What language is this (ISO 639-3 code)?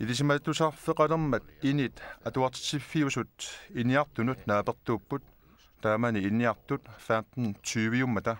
kal